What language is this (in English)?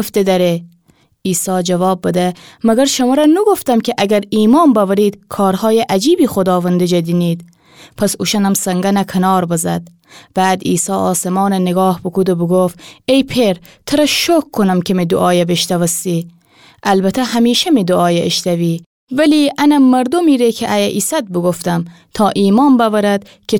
Gilaki